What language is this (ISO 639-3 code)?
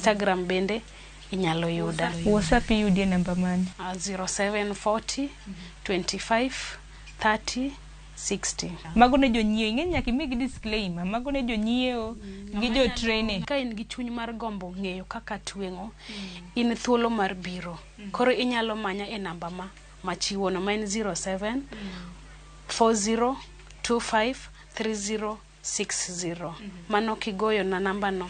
luo